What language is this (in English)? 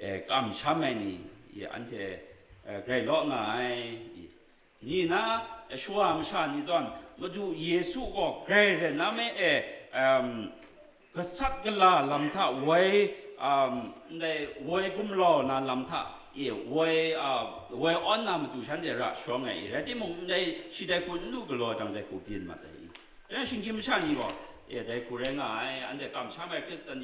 Kachin